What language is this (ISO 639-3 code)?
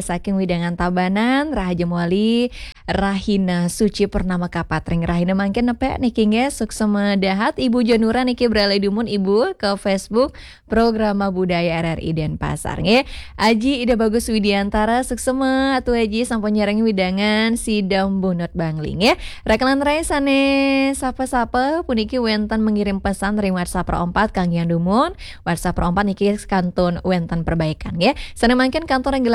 ban